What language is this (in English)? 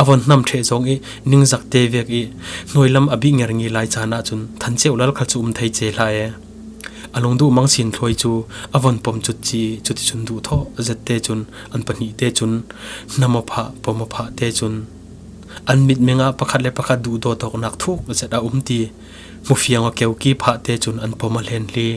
Falam Chin